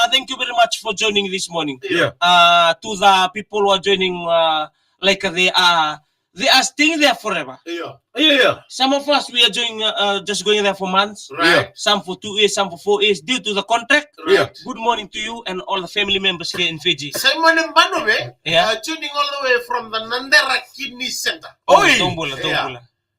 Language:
Fijian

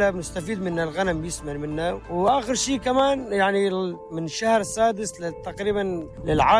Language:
North Levantine Arabic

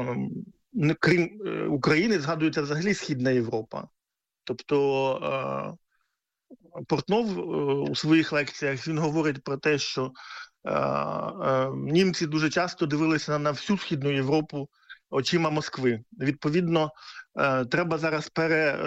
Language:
Ukrainian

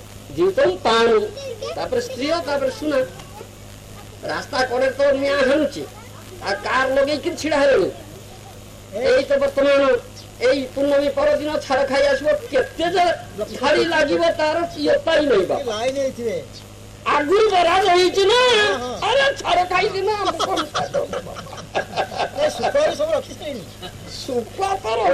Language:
Odia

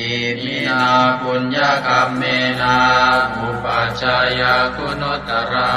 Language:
Pali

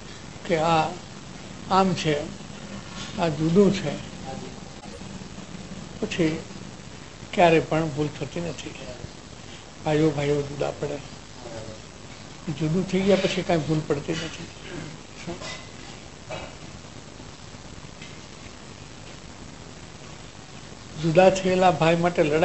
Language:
Gujarati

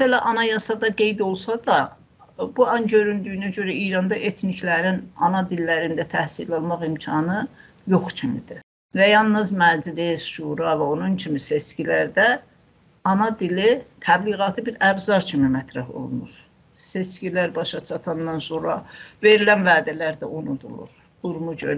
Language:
South Azerbaijani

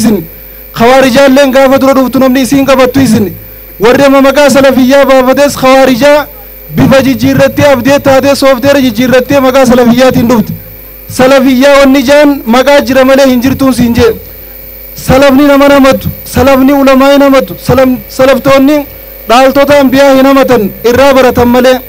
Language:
Oromo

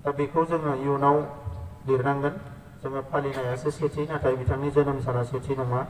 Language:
Bodo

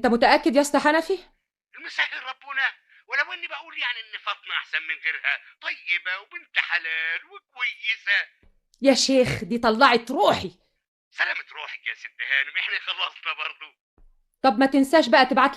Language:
Egyptian Arabic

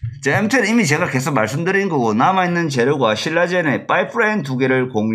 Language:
Korean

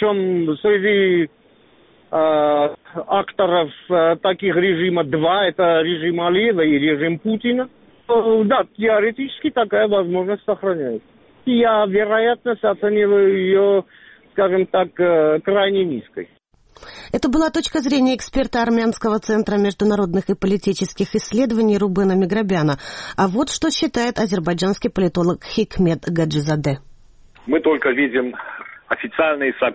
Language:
Russian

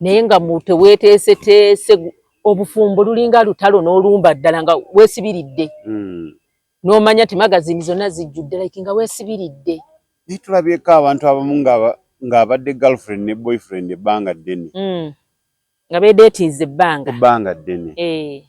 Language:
Ganda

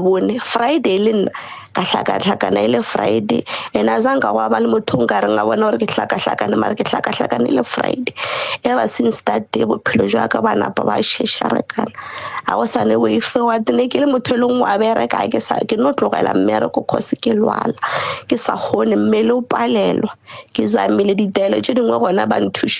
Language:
Northern Sotho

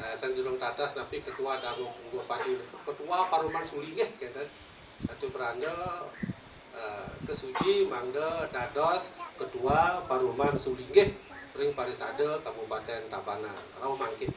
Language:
Balinese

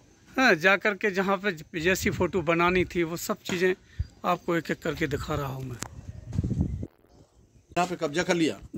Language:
Hindi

